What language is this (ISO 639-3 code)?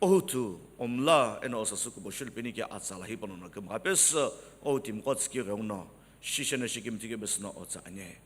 nsm